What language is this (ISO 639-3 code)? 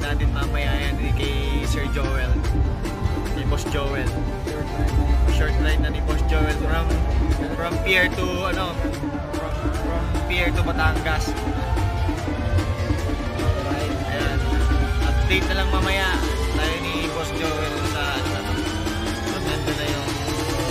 fil